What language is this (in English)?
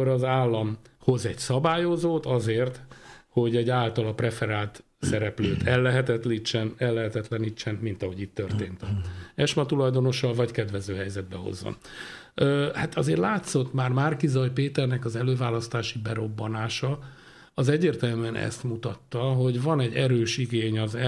Hungarian